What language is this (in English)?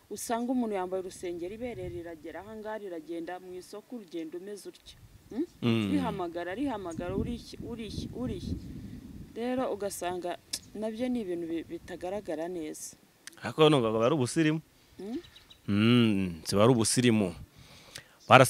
Kinyarwanda